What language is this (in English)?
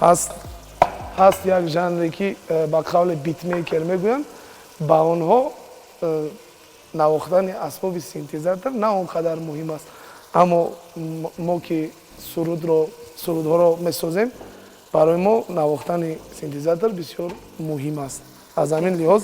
Tajik